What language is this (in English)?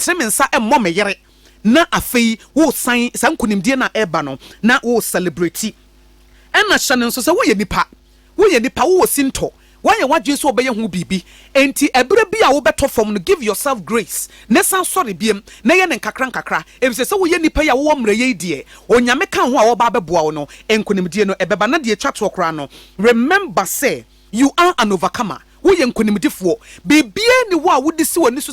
Akan